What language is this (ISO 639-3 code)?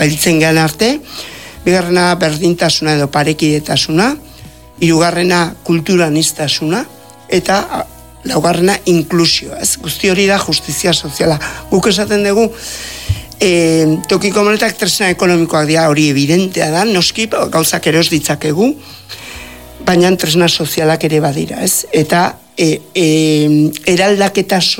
eus